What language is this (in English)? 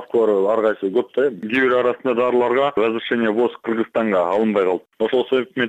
Kyrgyz